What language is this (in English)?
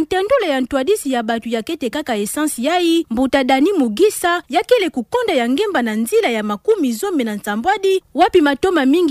Kituba (Democratic Republic of Congo)